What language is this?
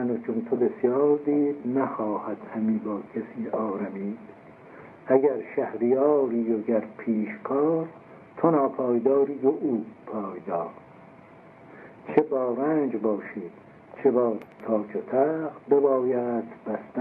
Persian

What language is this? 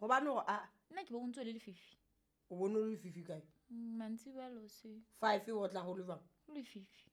Southern Sotho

